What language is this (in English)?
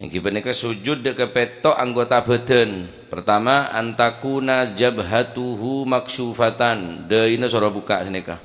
Madurese